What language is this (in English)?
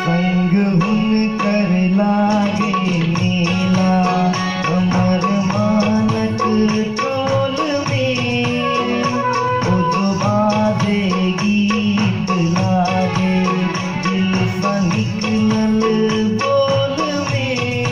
Maithili